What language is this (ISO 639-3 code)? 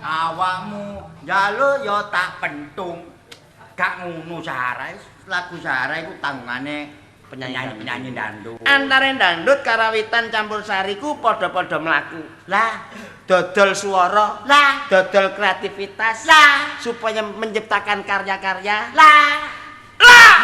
jav